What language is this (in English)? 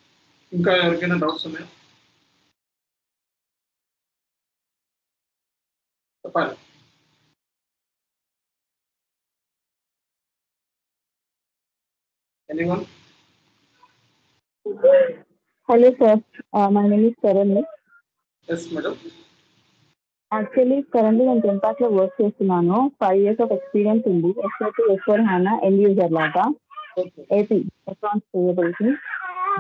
Telugu